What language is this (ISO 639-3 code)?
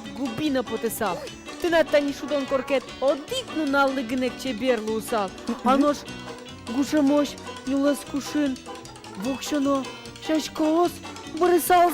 udm